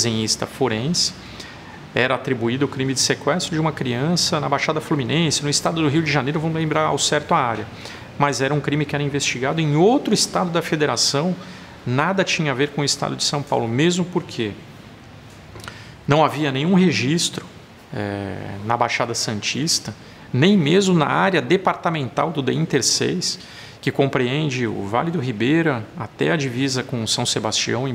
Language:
Portuguese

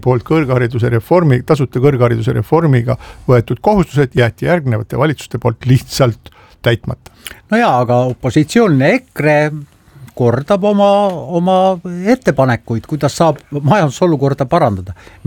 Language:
Estonian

